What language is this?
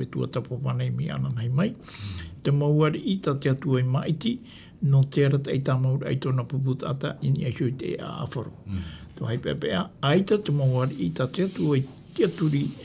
Tahitian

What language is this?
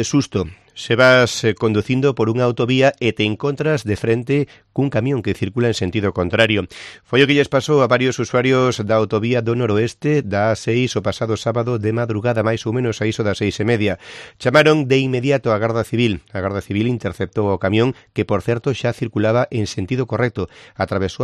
Galician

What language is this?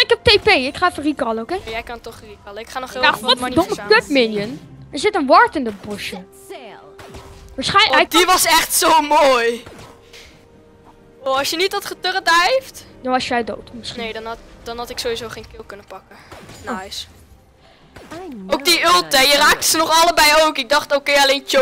Dutch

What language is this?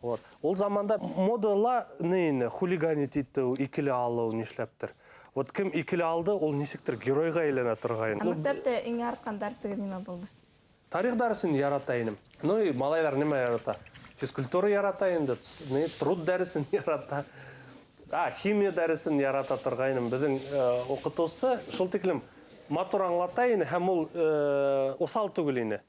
Bashkir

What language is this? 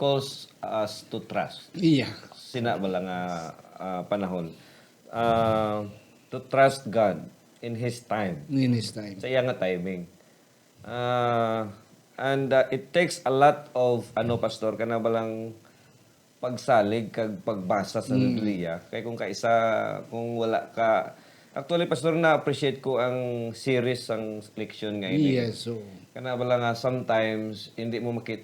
Hiligaynon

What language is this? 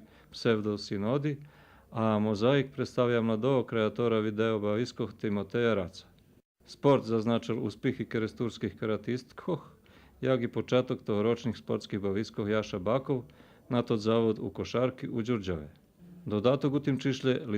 Rusyn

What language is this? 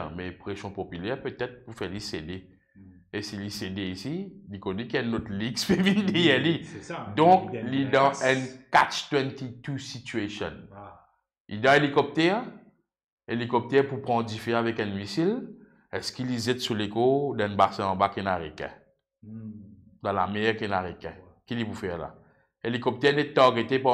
Morisyen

